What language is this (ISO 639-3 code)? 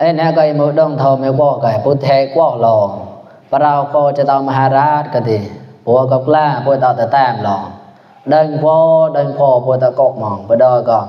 mnw